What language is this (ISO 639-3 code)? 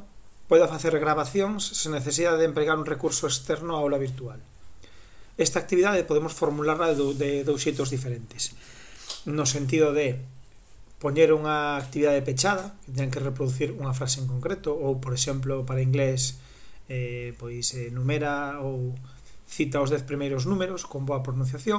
glg